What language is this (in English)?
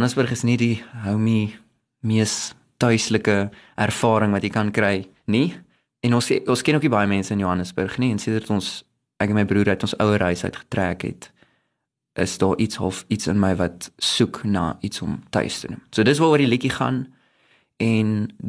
Afrikaans